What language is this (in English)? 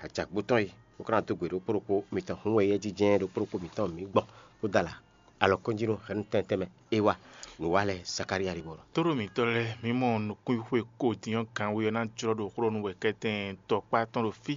Fon